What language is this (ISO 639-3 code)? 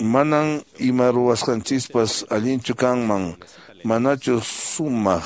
que